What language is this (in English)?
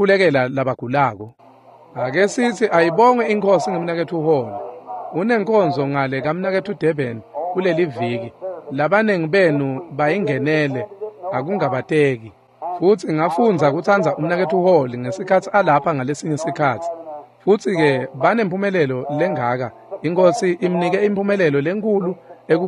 Swati